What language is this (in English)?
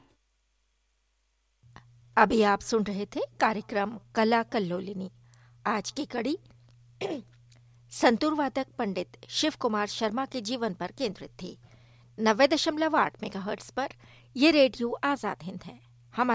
Hindi